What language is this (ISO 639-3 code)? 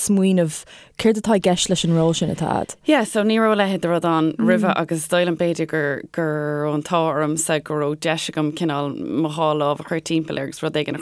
gle